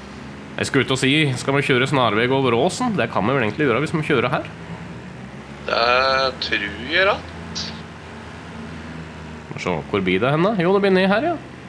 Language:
Norwegian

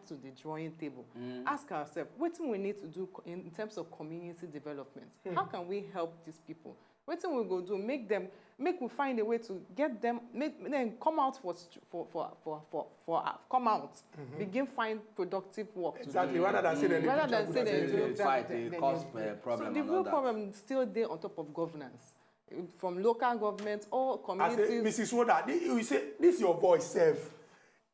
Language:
Nigerian Pidgin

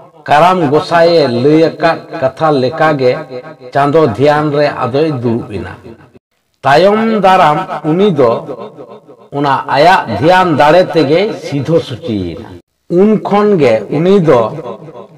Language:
Santali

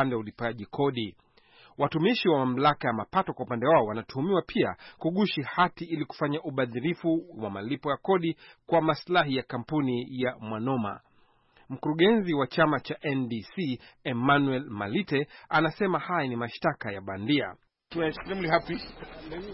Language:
Swahili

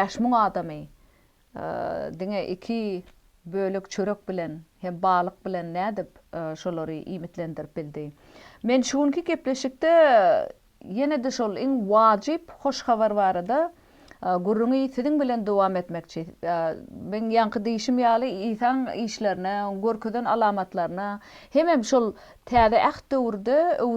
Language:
Turkmen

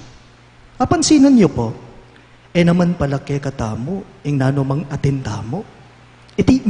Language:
Pampanga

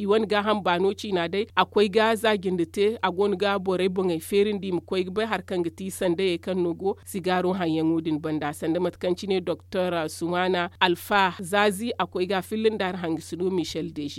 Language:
Zarma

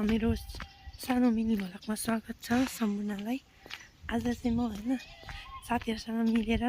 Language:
Nepali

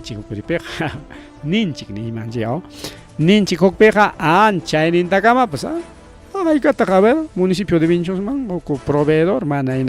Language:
Ayacucho Quechua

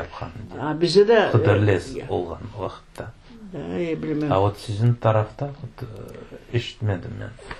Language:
Crimean Tatar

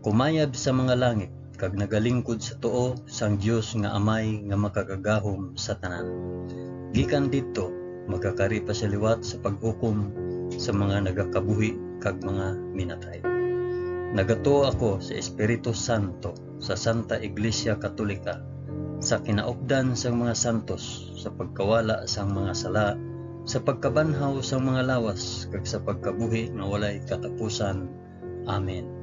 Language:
Hiligaynon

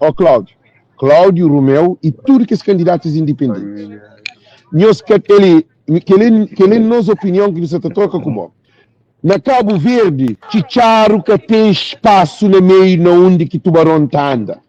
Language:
Kabuverdianu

